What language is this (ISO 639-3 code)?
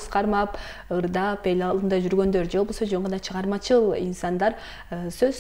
kir